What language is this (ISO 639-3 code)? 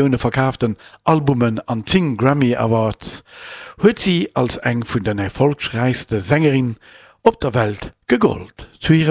ltz